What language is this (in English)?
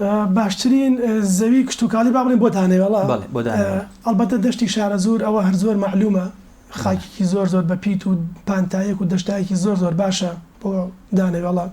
Central Kurdish